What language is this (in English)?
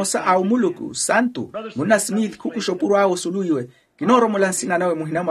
Makhuwa